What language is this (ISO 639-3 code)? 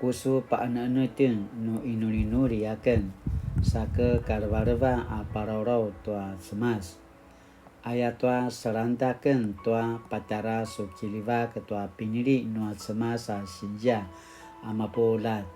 pwn